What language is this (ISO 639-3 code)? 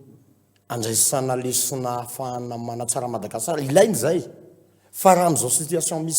mlg